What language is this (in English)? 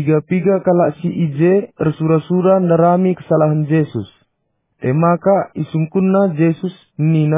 Batak Karo